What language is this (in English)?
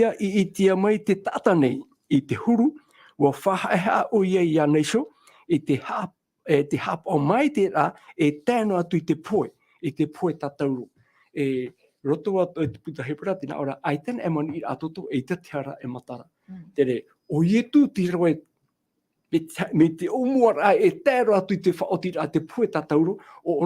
Tahitian